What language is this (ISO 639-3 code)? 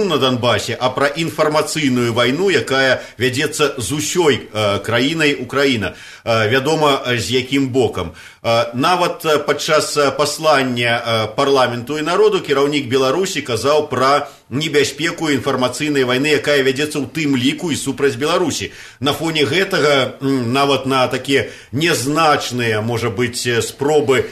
bel